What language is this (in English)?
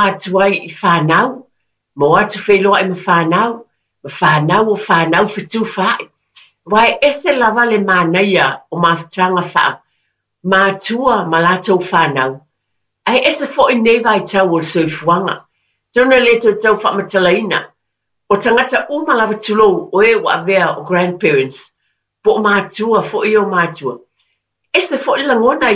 Samoan